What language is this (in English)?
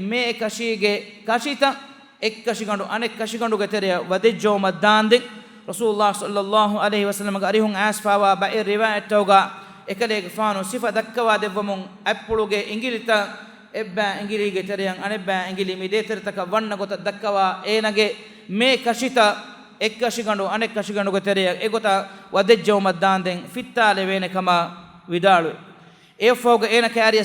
Divehi